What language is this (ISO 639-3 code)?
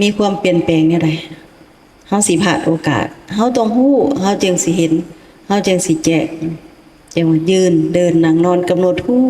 lao